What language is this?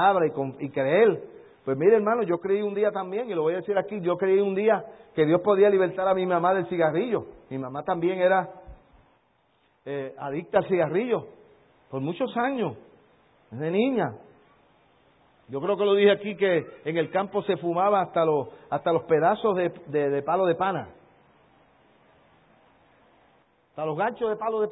Spanish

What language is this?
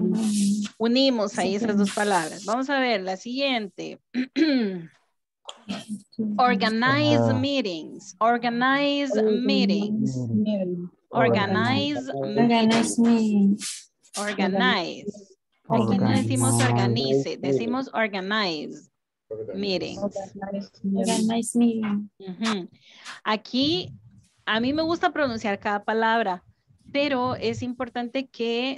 Spanish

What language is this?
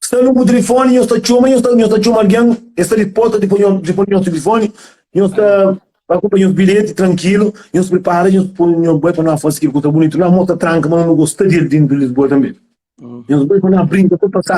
Kabuverdianu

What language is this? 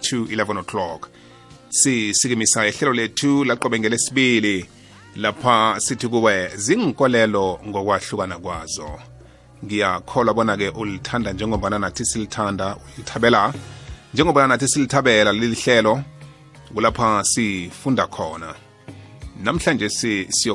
South Ndebele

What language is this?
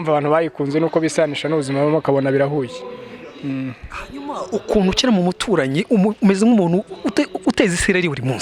Kinyarwanda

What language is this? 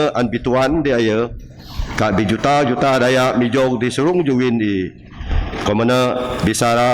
Biatah Bidayuh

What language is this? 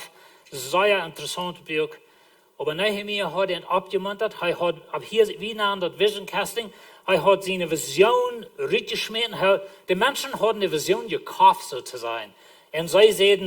Plautdietsch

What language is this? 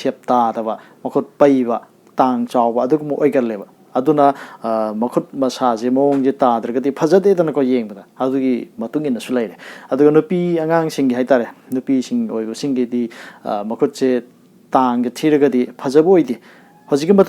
Manipuri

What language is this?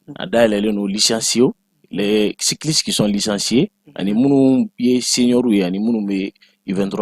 Bambara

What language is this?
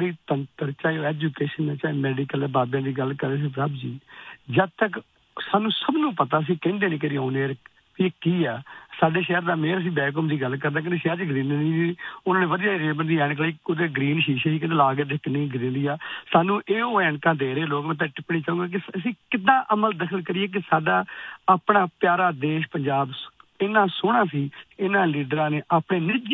Punjabi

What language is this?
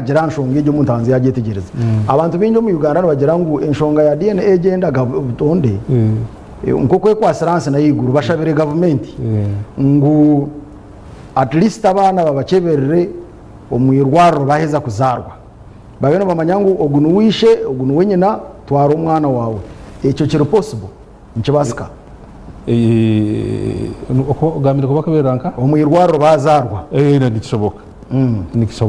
Nyankole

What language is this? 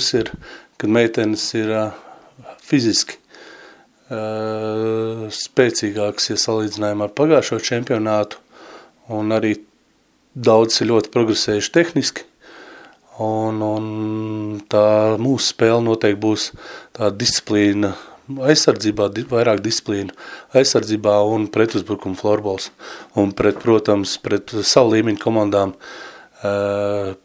Latvian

